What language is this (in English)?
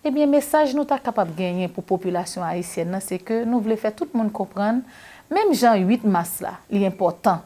Haitian Creole